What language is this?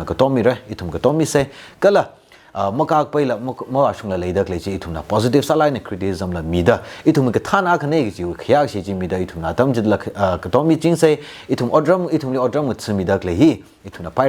Tangkhul Naga (India)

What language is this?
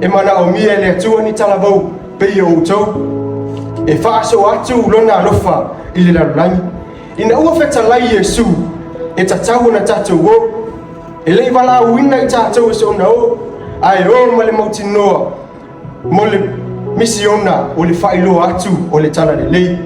Samoan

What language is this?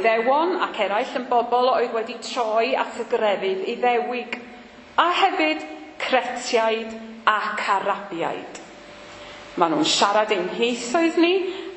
Welsh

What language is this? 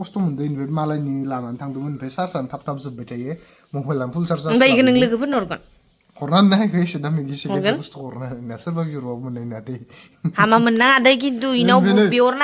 Bodo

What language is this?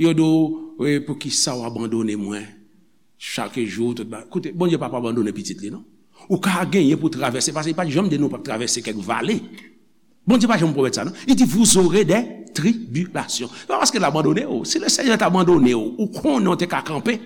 Haitian Creole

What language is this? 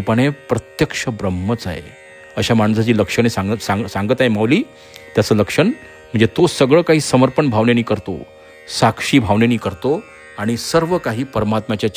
Marathi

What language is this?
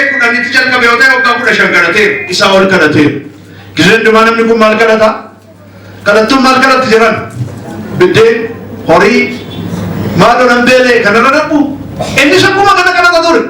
Oromo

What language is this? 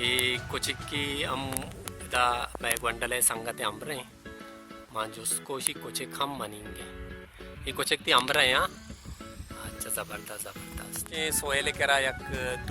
Baluchi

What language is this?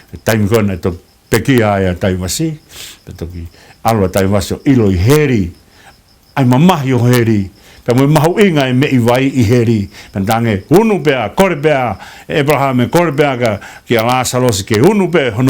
Tongan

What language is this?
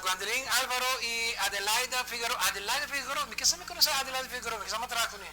Papiamento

